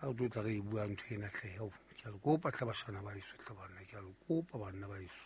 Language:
Southern Sotho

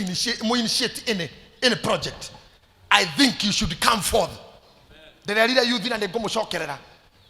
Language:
Kikuyu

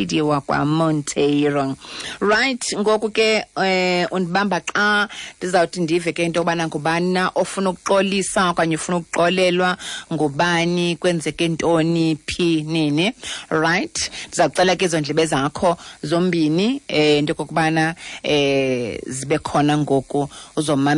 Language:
Xhosa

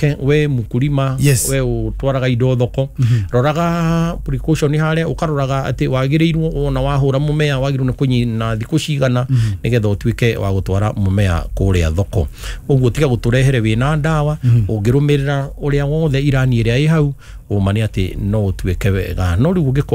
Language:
Kikuyu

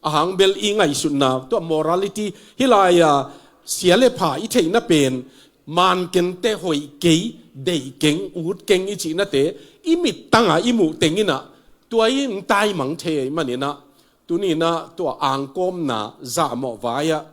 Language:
Tedim Chin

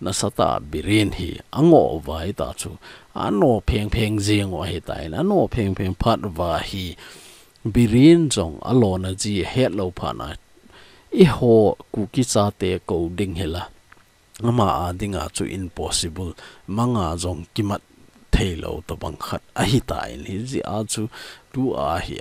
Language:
Thado Chin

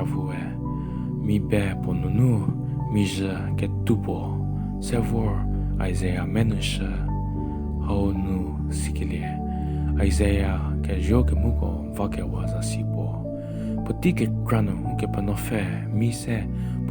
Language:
Angami Naga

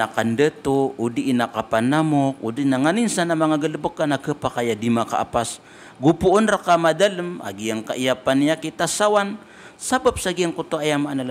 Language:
Maranao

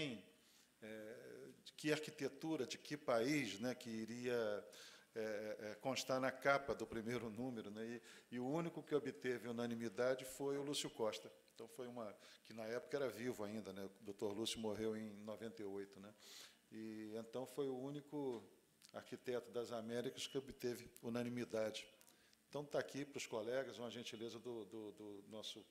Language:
Portuguese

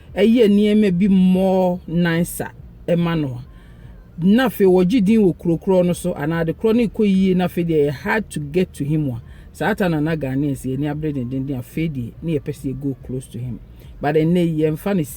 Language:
Akan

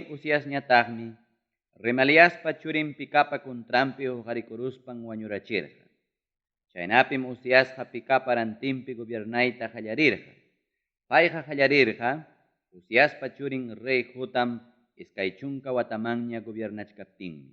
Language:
Ayacucho Quechua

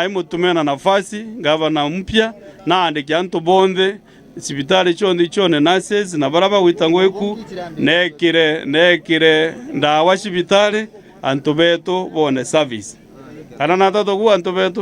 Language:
Meru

